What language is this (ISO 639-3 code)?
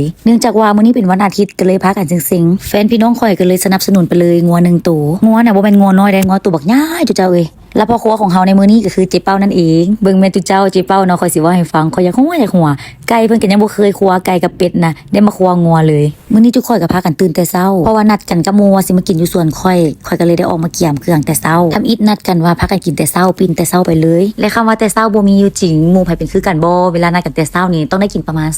lao